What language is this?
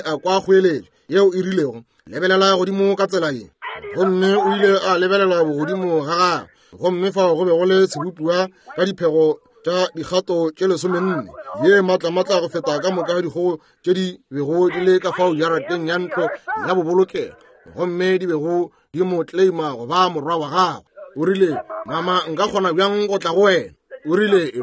Northern Sotho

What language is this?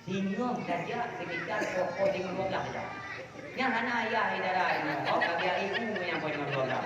Achinese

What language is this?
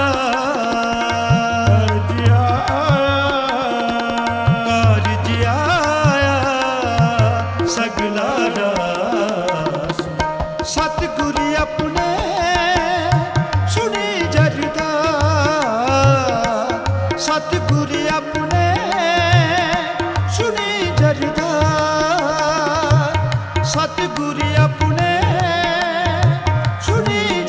Punjabi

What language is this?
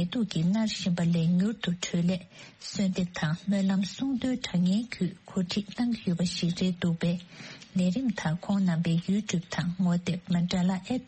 Tibetan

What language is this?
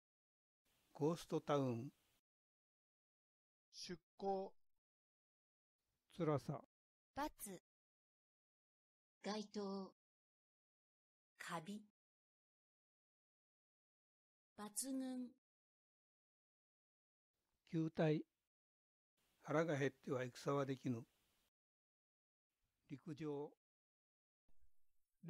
Japanese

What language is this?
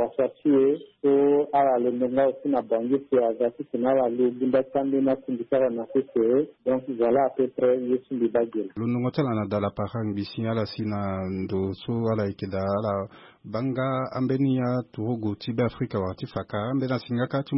Sango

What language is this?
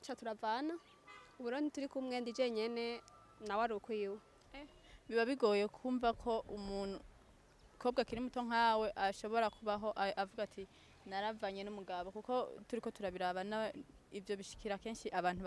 Rundi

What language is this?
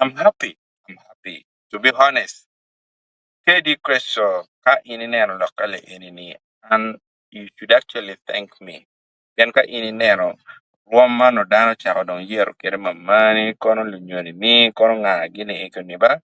Acoli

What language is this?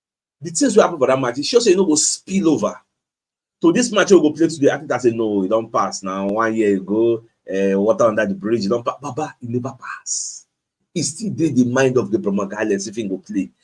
Nigerian Pidgin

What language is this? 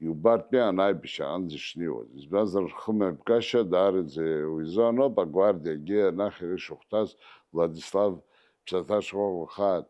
Abkhazian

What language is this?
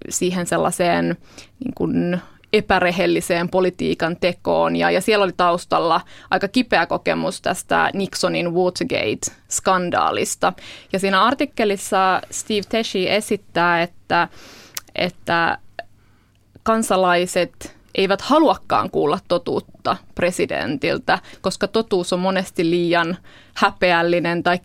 Finnish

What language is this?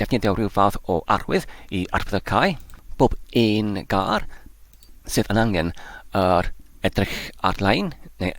Welsh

